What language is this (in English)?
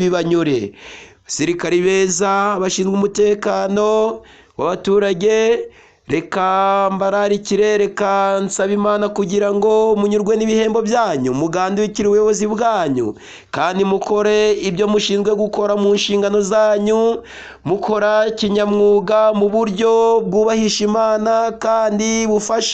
Kinyarwanda